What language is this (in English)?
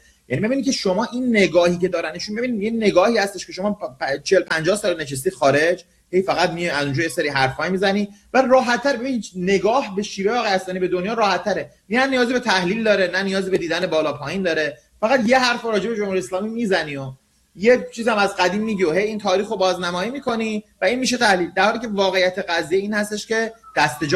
Persian